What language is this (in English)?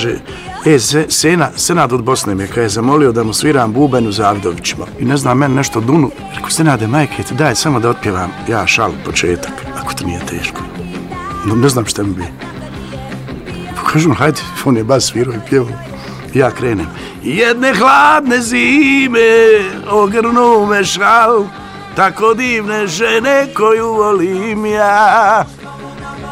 Bosnian